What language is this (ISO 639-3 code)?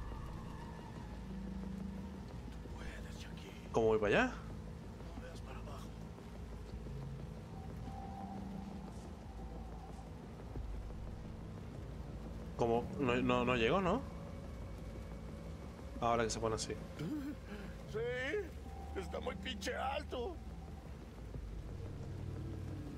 spa